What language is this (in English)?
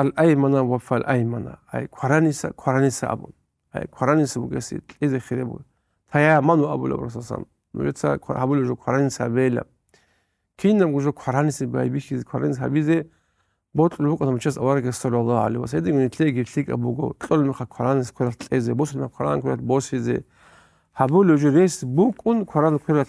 Avaric